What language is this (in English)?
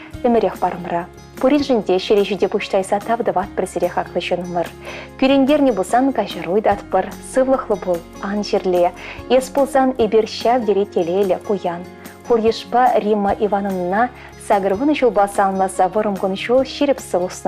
Chuvash